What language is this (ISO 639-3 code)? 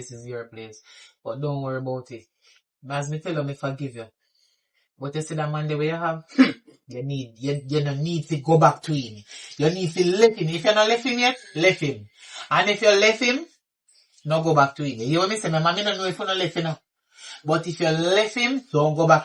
jam